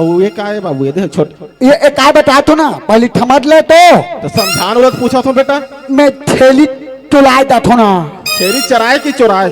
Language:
Chhattisgarhi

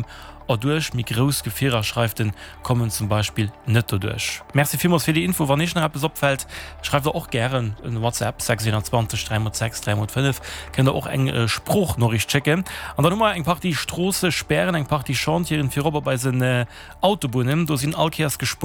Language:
Luxembourgish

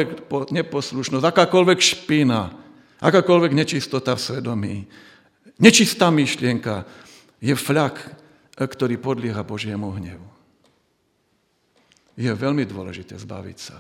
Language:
Slovak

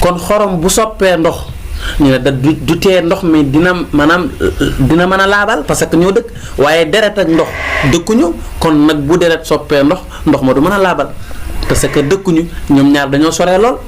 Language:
Wolof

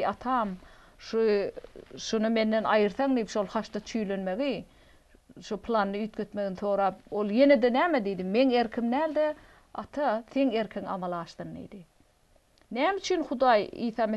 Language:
Turkmen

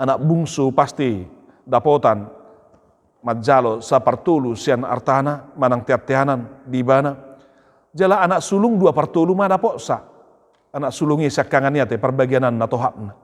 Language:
Batak Toba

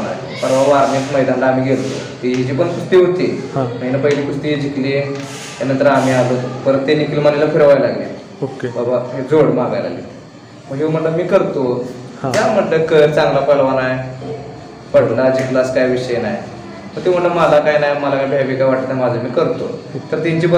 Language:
Marathi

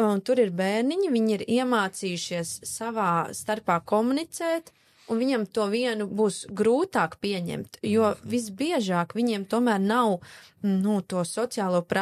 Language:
Latvian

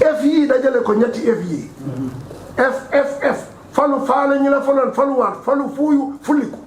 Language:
Wolof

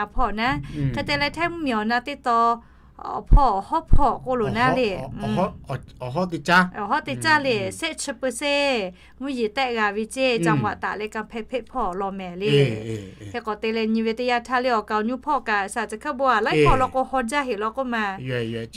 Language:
Lahu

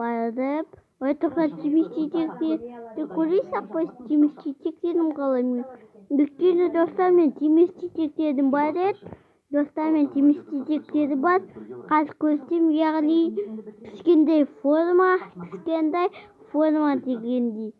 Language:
Kazakh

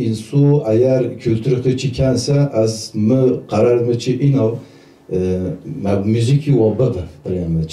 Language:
Zaza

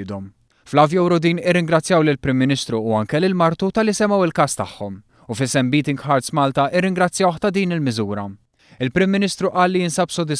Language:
Maltese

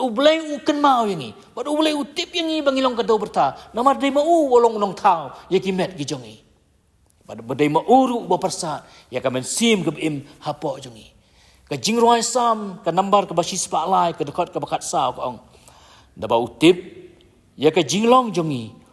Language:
Khasi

